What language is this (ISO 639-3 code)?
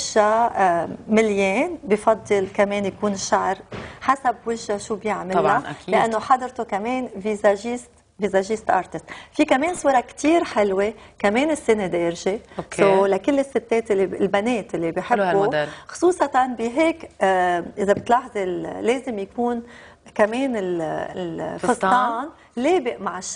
apc